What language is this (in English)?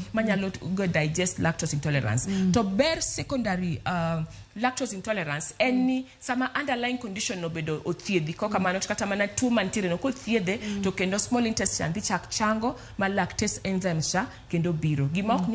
Luo (Kenya and Tanzania)